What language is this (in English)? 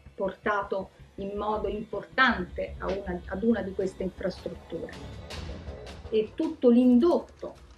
Italian